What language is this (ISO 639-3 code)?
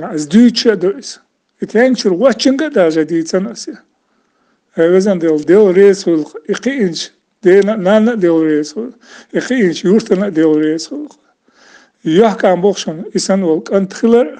che